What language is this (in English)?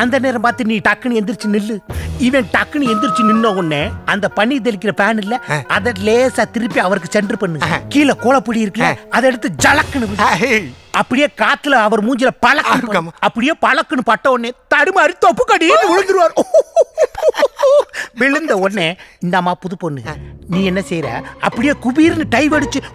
Tamil